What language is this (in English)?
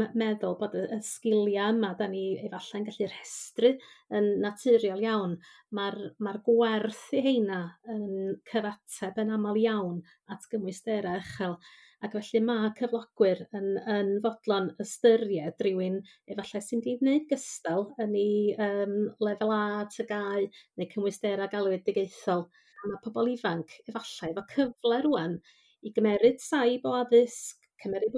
Welsh